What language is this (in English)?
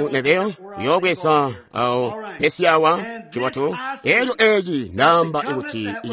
Tonga (Zambia)